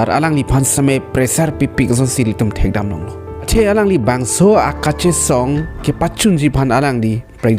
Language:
Karbi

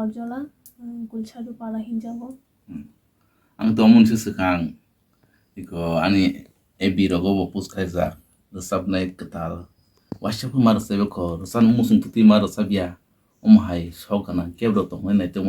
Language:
Kok Borok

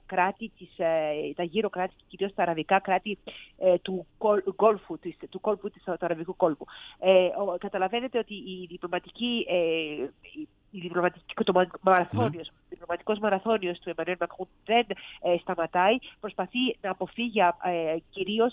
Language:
Greek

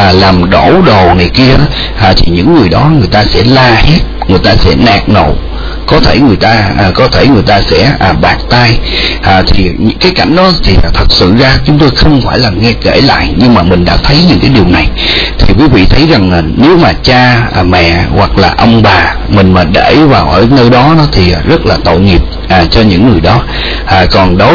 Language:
Vietnamese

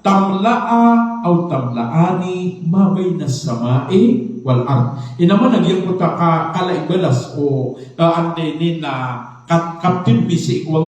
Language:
Maranao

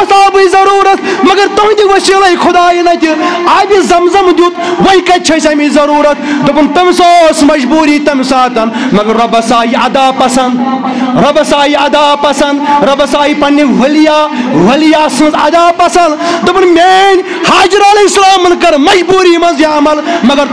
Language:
Kashmiri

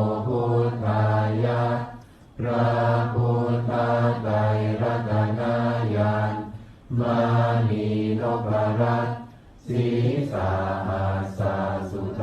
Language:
Pali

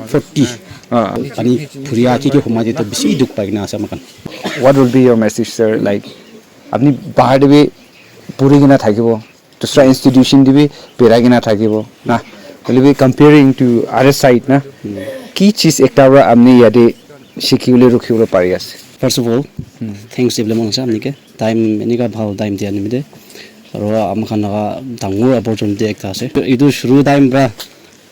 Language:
Naga Pidgin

